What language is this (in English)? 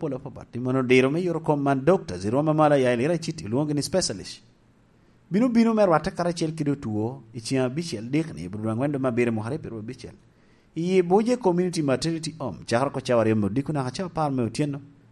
Lango (Uganda)